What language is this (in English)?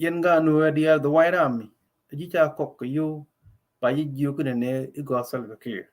Nuer